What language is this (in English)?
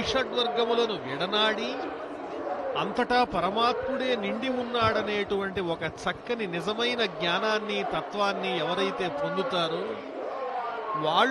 Telugu